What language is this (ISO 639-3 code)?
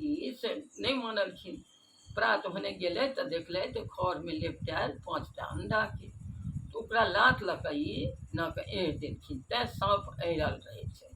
mai